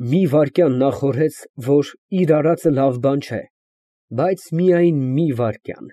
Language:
Armenian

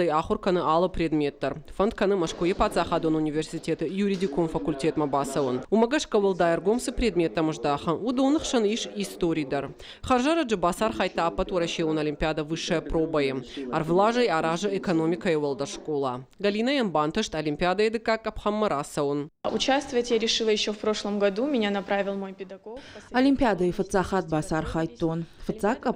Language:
Ossetic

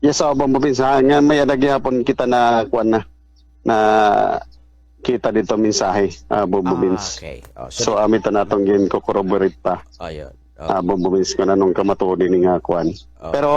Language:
Waray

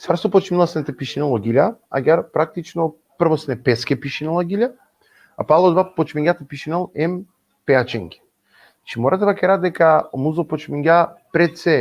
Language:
Balkan Romani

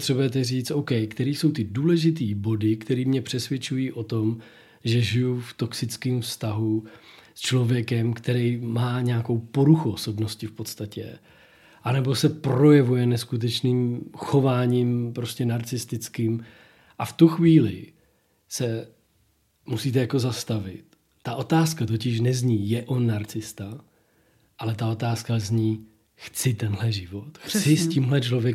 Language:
Czech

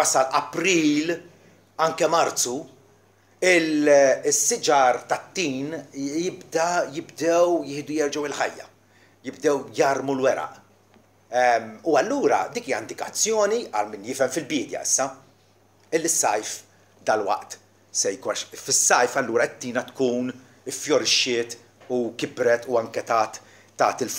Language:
Maltese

